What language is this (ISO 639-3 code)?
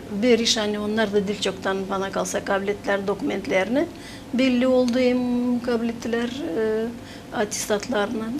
gag